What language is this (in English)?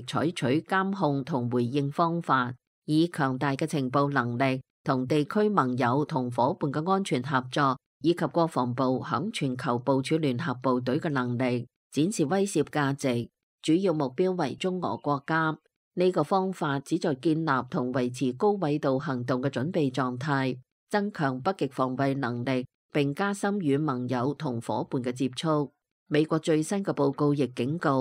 Cantonese